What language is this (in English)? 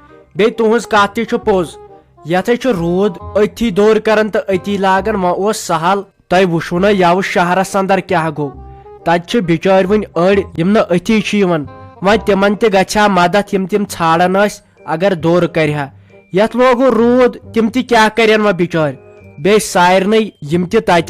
Kashmiri